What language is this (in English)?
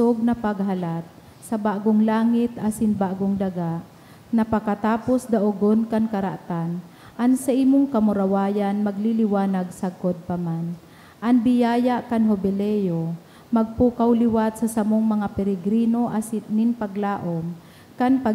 Bikol